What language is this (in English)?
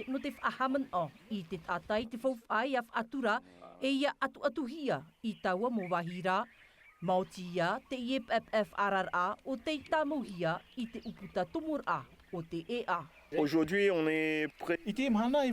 Tahitian